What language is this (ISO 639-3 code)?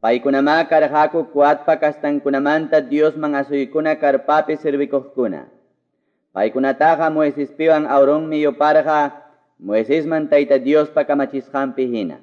que